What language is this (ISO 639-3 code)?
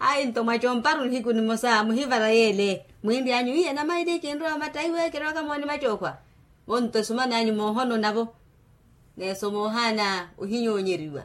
vmw